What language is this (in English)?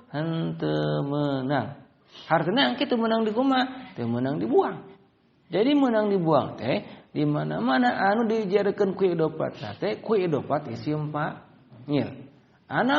Sundanese